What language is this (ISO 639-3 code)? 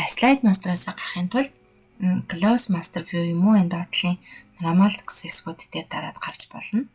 mon